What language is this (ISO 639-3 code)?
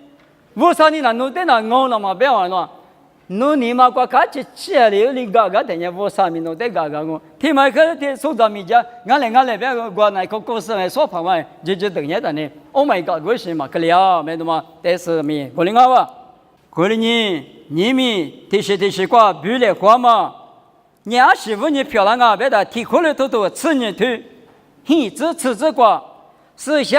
lis